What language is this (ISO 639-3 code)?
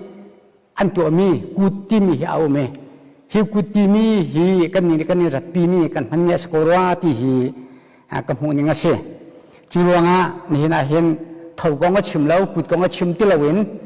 cnh